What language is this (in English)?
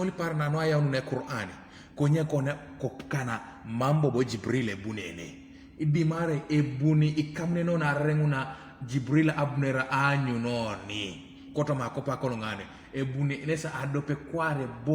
Teso